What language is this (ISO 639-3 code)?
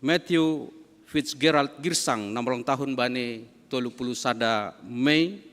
bts